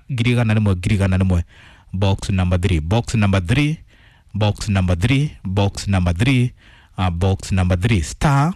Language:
Kikuyu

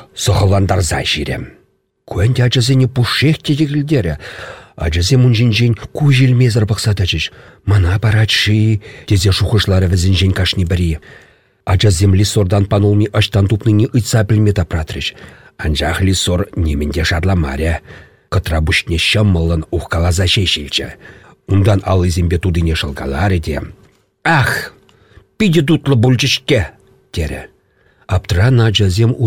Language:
Chuvash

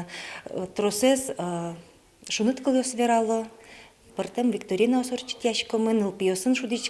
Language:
Udmurt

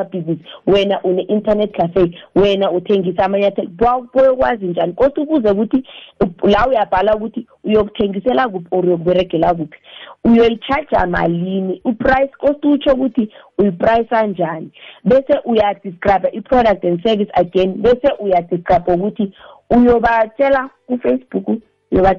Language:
South Ndebele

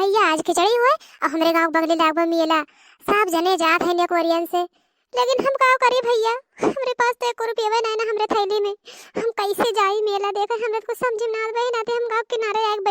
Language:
Awadhi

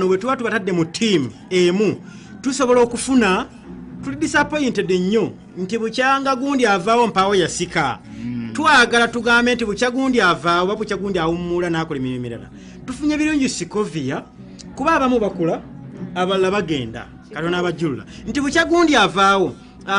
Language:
Ganda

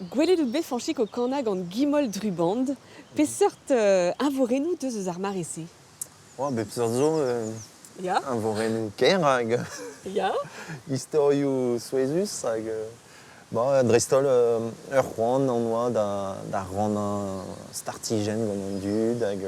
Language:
Breton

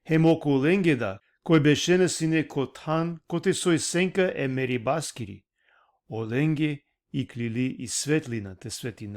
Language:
Balkan Romani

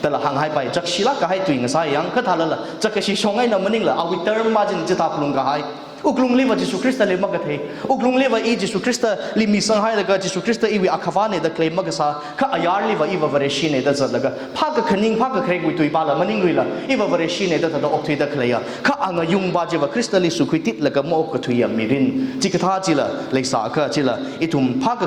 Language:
Tangkhul Naga (India)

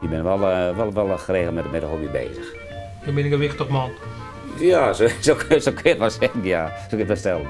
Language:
Western Frisian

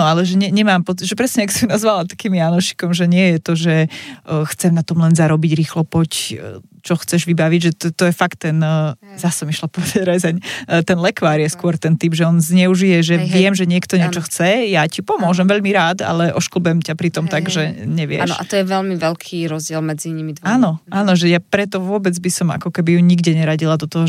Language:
Slovak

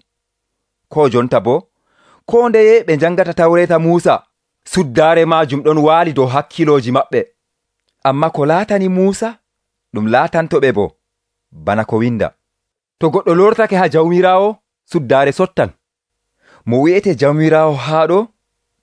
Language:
Nigerian Fulfulde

